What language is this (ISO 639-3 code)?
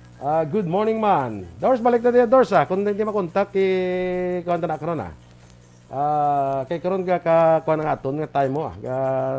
hil